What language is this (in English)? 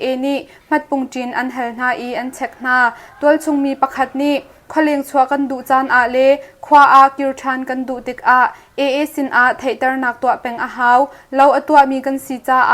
Hakha Chin